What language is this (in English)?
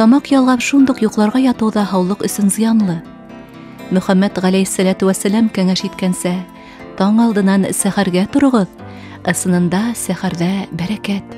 Bashkir